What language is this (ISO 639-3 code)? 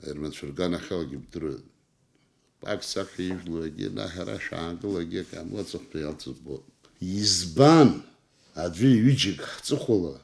abk